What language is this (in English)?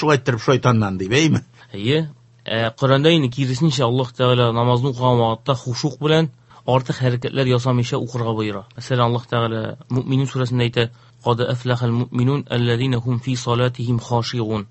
Tatar